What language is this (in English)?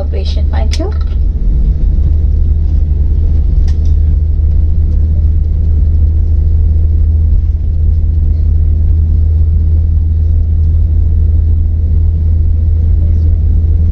English